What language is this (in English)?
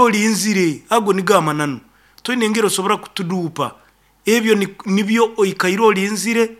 Nyoro